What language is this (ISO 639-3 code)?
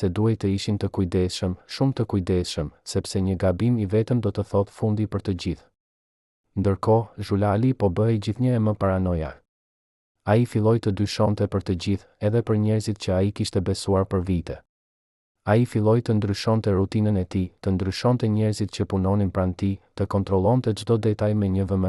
sqi